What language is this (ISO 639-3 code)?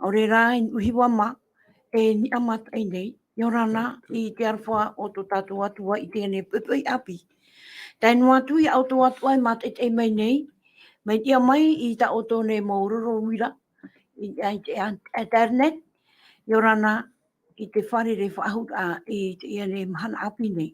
tah